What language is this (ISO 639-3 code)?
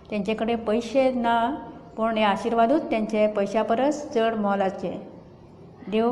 kok